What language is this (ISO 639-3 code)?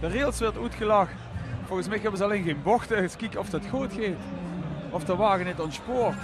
lim